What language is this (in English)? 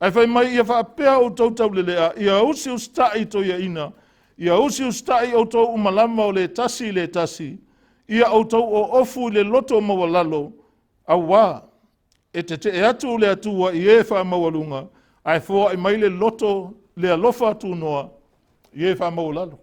Samoan